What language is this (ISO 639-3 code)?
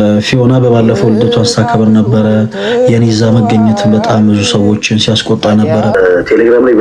amh